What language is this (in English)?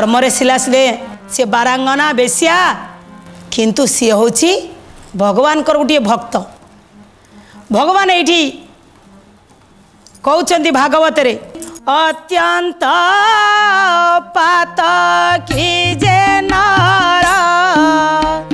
Odia